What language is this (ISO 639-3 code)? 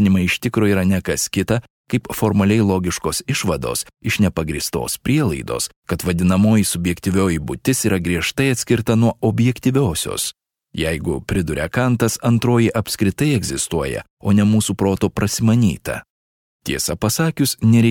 lit